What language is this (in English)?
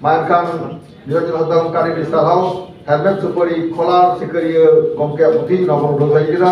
Santali